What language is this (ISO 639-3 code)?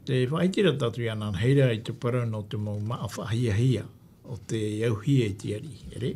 tah